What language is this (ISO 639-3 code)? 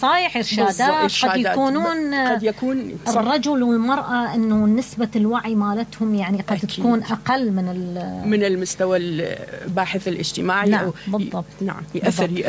acm